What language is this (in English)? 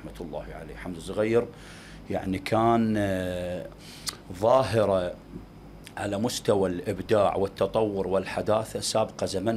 Mesopotamian Arabic